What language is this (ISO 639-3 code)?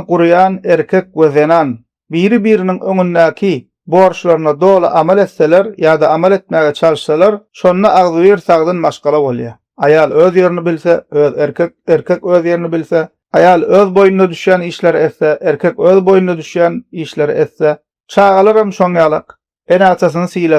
tuk